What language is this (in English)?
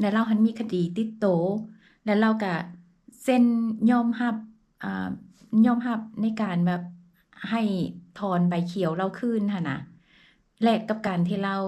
Lao